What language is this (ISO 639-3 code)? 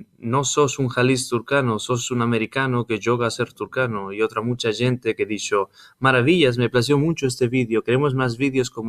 lad